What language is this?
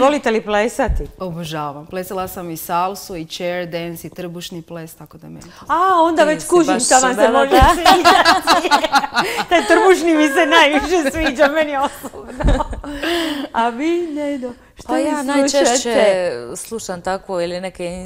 Croatian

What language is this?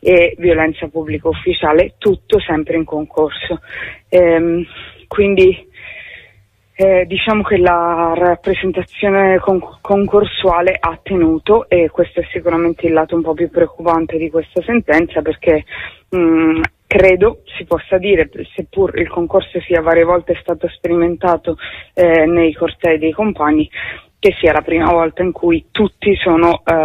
Italian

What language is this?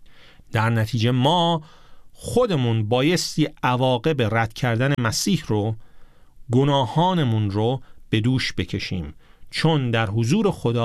Persian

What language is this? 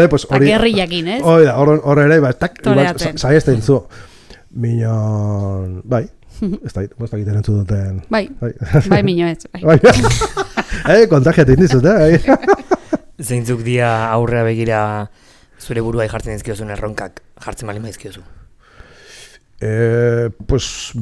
Basque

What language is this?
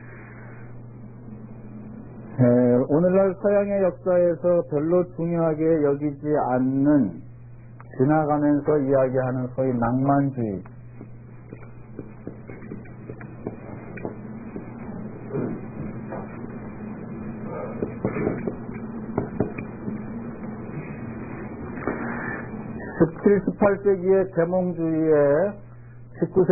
Korean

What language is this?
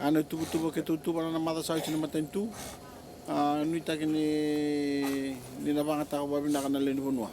Fijian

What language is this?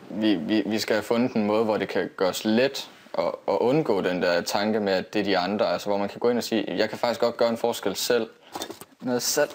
Danish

